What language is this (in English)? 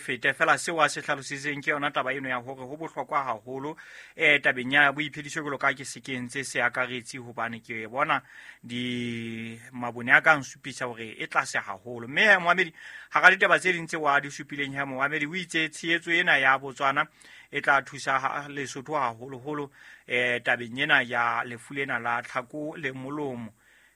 Southern Sotho